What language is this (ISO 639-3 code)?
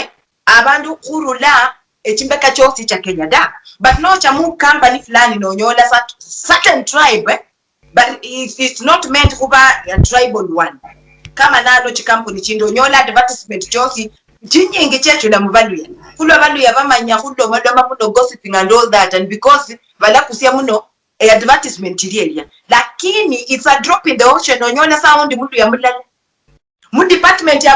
luy